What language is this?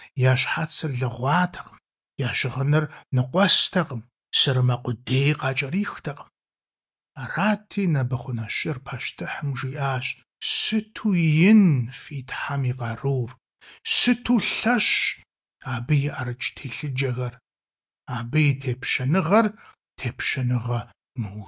Kabardian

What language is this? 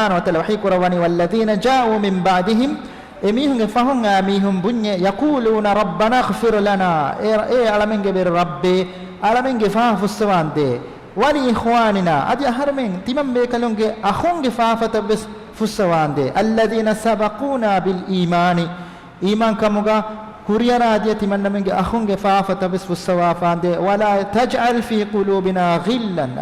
Divehi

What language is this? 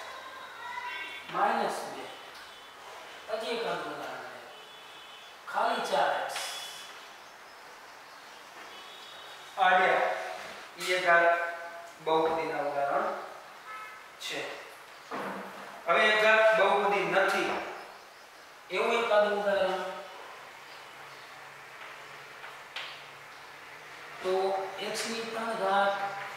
Gujarati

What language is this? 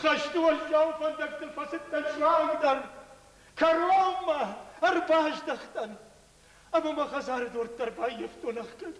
Ossetic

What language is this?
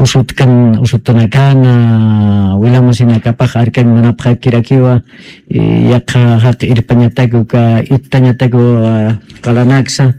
Aymara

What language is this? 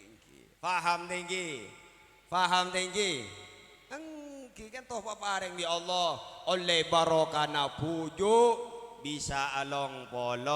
Madurese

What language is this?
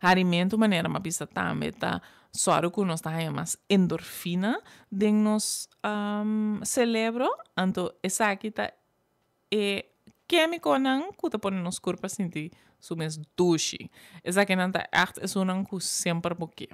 Papiamento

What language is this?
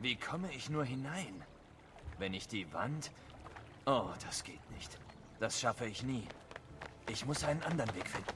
Bavarian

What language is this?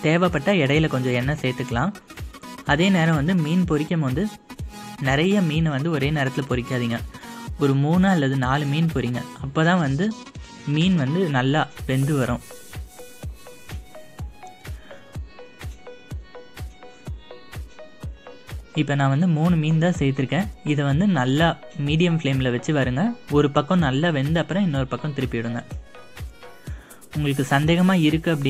Tamil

